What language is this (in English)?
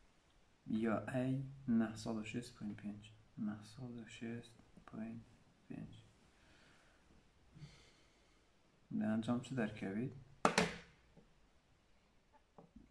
Persian